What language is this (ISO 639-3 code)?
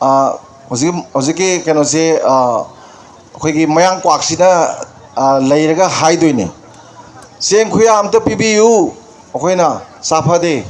mni